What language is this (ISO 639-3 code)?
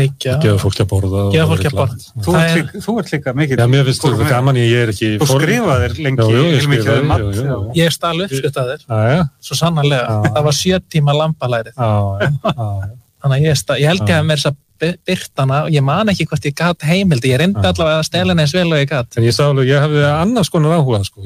isl